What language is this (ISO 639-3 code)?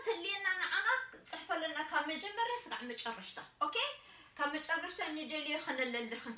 tir